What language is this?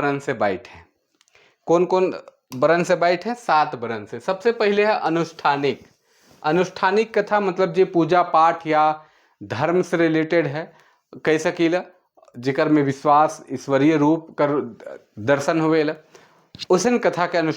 Sadri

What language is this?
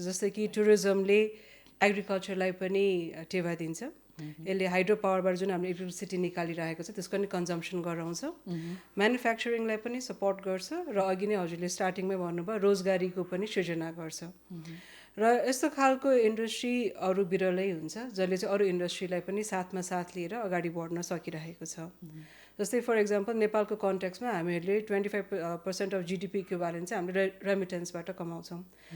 Nepali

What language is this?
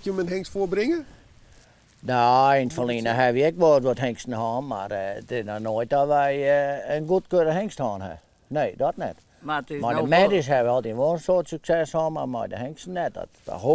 Western Frisian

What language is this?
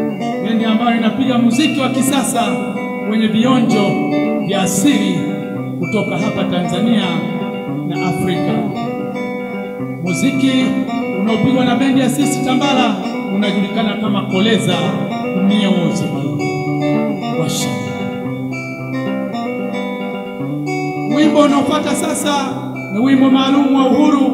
Swahili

